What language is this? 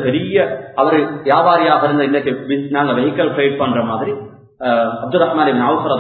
Tamil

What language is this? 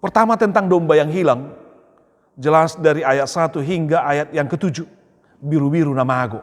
Batak Toba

